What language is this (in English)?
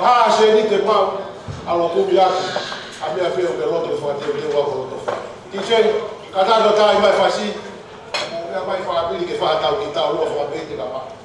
Tongan